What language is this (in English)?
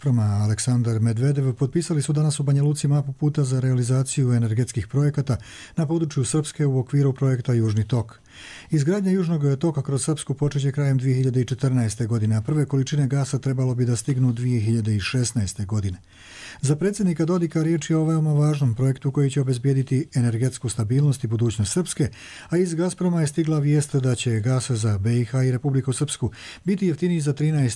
Croatian